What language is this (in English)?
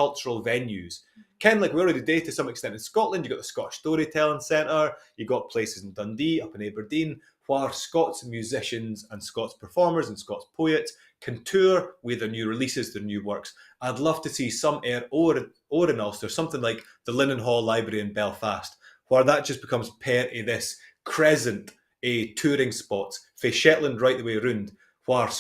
Scots